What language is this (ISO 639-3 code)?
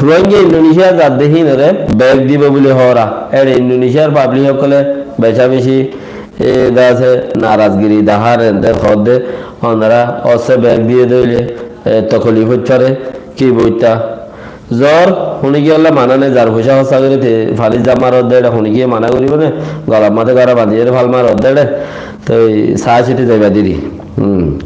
rhg